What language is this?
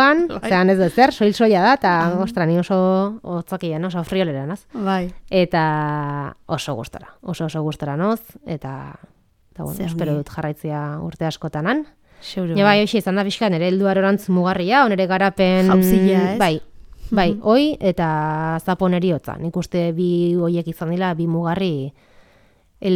Basque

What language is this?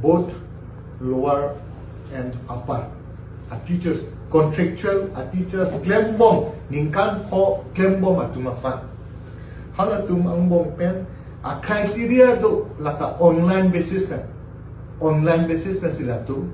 Karbi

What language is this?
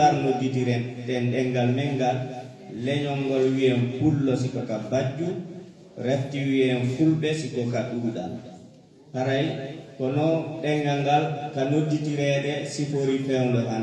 Fula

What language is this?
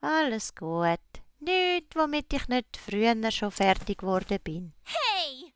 Swiss German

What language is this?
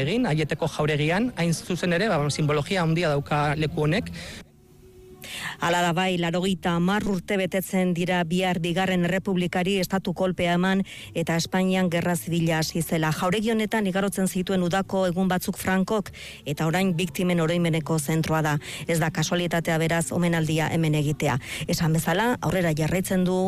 Basque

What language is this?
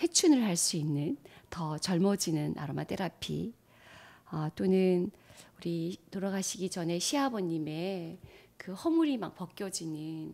Korean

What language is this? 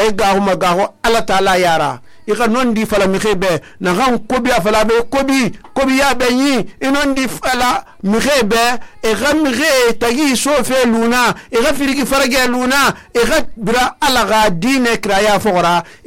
Susu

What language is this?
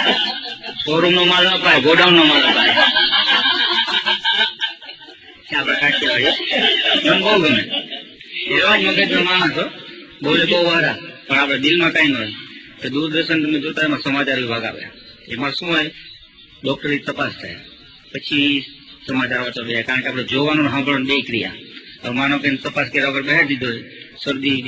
Gujarati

